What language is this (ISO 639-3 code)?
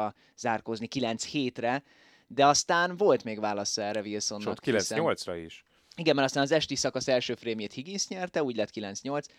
hun